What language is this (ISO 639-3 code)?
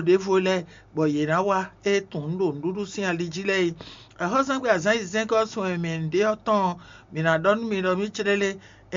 fon